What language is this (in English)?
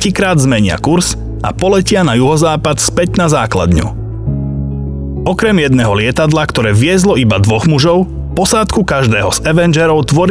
Slovak